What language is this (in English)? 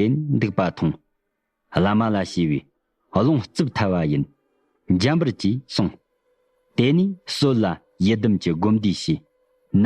Tibetan